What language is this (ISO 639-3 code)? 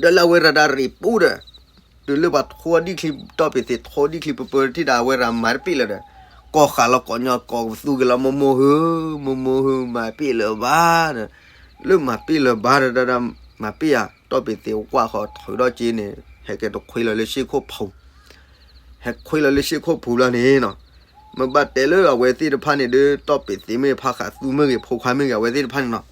ksw